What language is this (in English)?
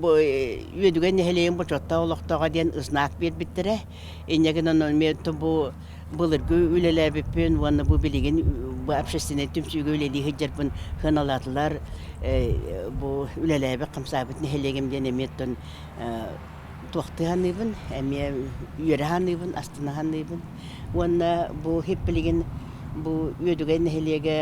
Yakut